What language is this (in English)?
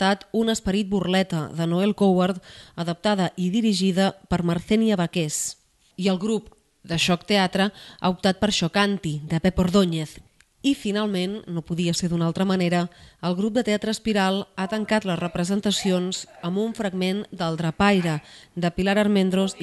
Catalan